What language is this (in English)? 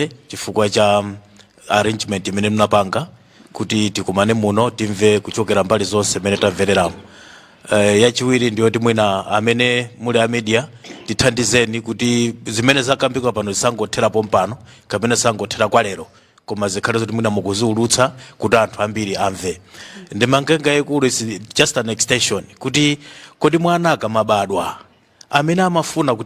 Nyanja